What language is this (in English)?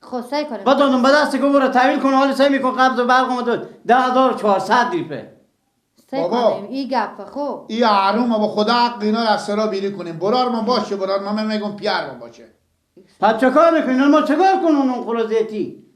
Persian